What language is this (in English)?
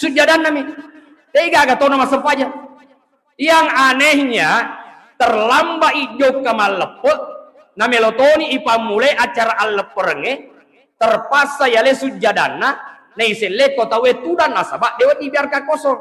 Buginese